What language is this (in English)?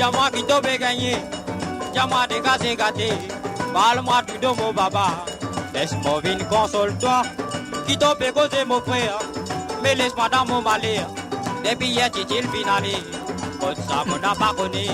Morisyen